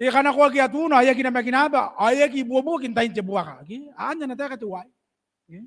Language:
Gilbertese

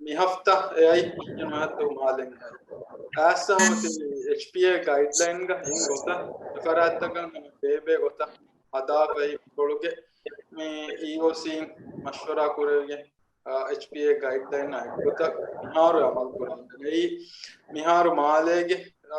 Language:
Divehi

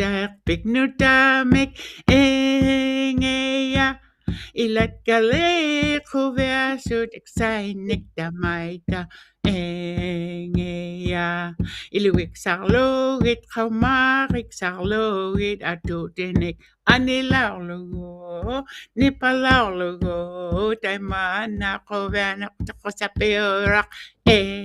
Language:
Western Canadian Inuktitut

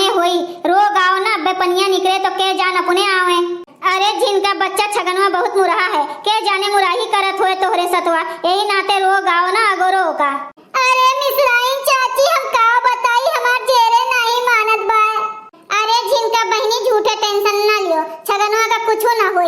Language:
Awadhi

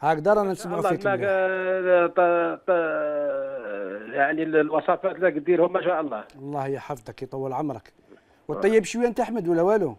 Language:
Algerian Arabic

